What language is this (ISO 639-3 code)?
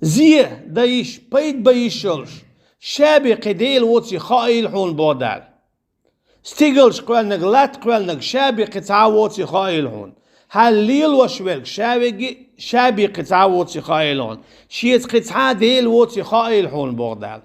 che